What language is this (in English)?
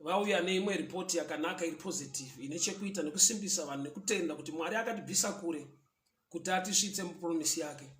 Shona